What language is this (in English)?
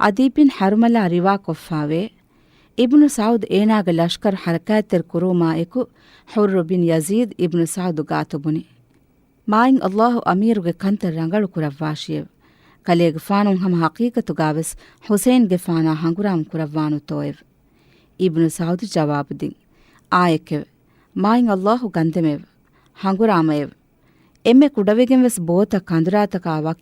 Divehi